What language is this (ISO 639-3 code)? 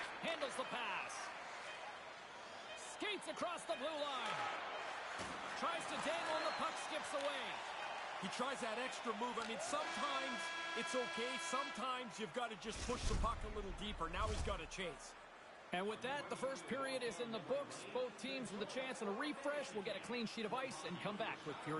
eng